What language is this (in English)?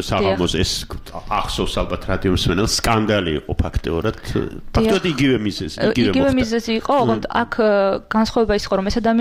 Georgian